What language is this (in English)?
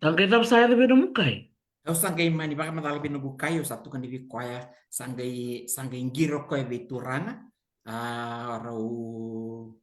Fijian